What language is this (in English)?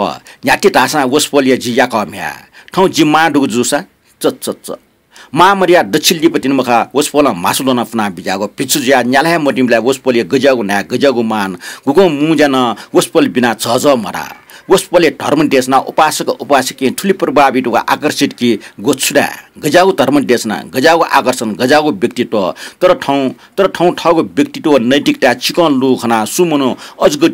Newari